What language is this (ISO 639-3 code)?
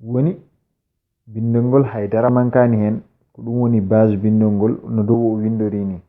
ful